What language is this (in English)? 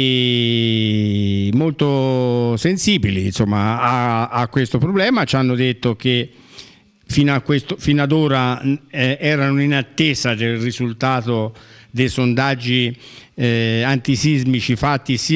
Italian